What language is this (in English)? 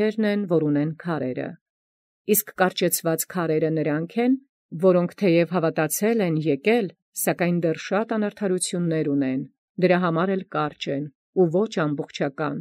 Armenian